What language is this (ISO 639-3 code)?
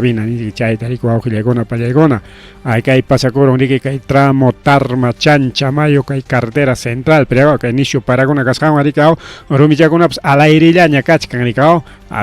quy